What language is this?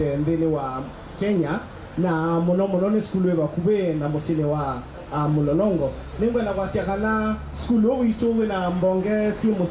Kamba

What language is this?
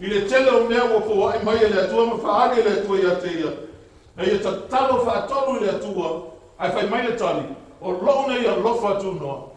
Samoan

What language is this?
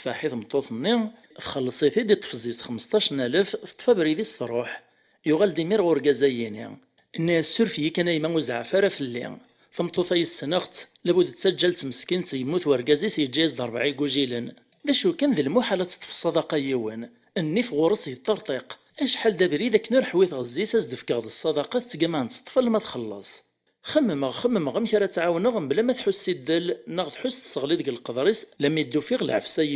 Kabyle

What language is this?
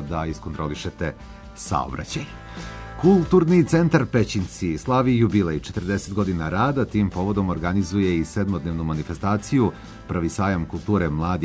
Serbian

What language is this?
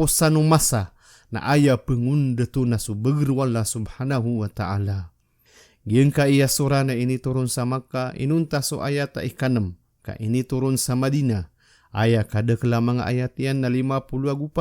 Maranao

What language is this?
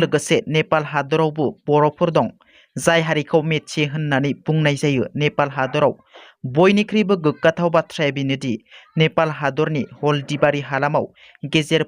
Bodo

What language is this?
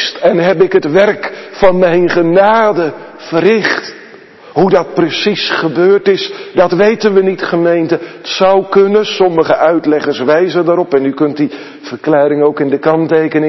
Dutch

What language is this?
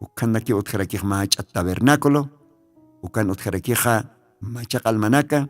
Aymara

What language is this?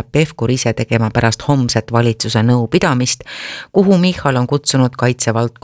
Estonian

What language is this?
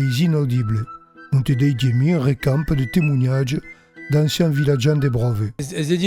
Occitan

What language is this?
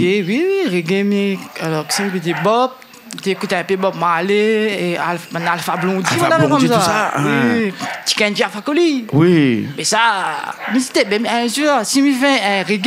Réunion Creole French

